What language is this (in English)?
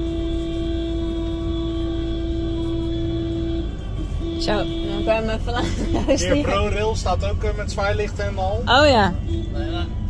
Dutch